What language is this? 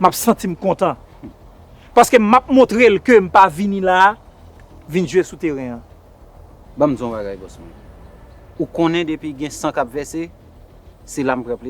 Haitian Creole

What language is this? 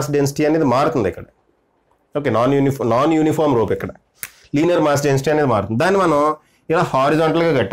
Telugu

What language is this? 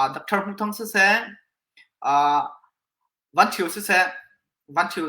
Hakha Chin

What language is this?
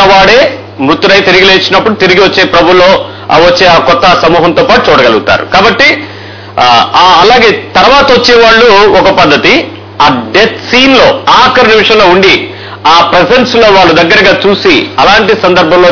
Telugu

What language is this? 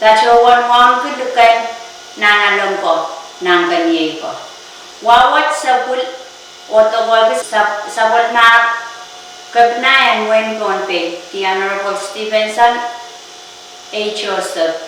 Pohnpeian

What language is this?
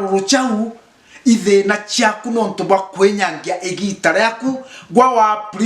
Meru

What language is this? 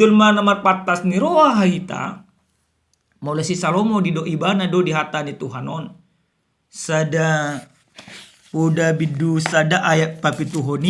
Batak Toba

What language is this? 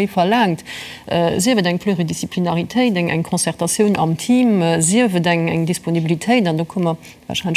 Luxembourgish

